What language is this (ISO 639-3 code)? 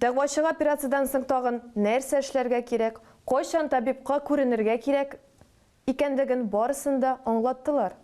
tat